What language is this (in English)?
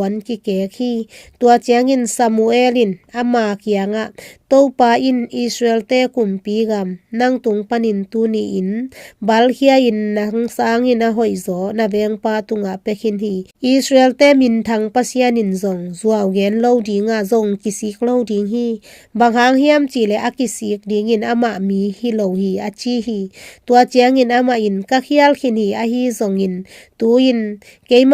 Tedim Chin